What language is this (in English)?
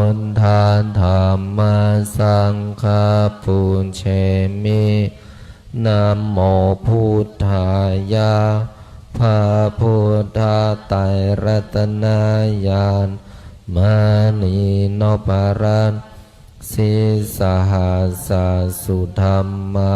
Pali